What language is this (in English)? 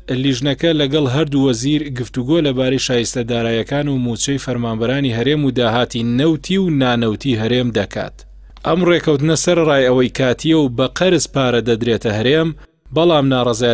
Central Kurdish